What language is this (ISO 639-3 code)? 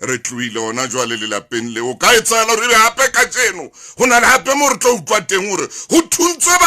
sot